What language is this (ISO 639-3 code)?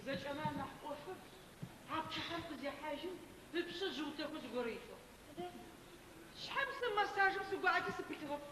ady